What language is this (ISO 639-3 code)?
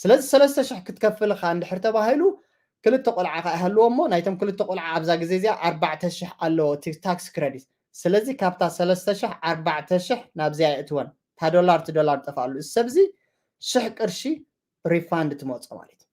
tir